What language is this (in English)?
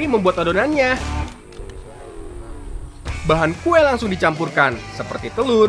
Indonesian